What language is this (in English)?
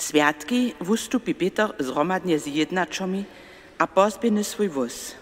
Upper Sorbian